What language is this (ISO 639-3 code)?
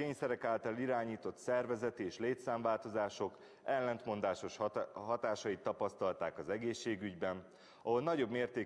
hun